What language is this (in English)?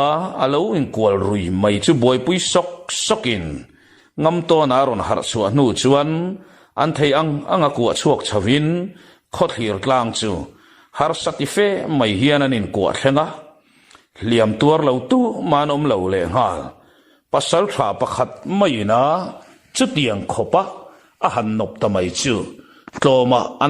Mizo